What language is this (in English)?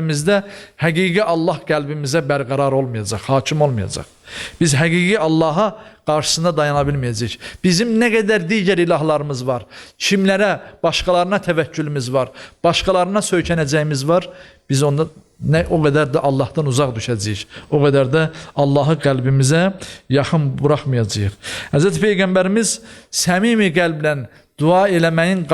Azerbaijani